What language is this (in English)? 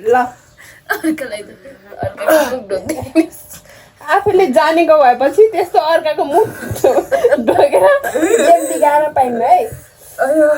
Nepali